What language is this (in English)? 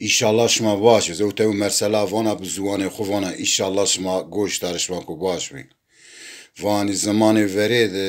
Zaza